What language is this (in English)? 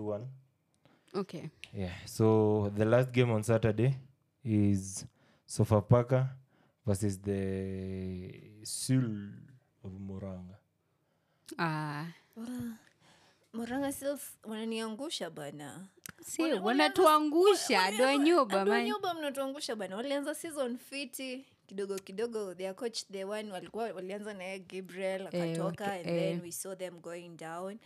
Swahili